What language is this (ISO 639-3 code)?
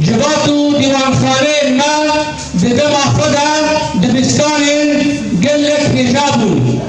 kur